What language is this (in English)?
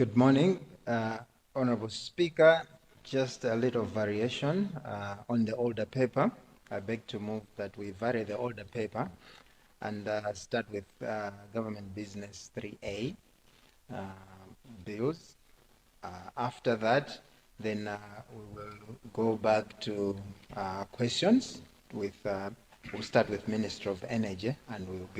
Nyanja